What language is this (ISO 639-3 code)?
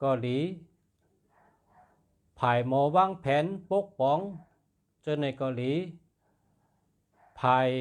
shn